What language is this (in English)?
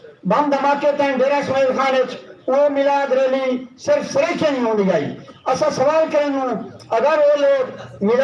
Saraiki